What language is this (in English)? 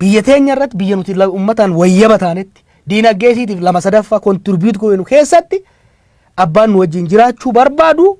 Oromo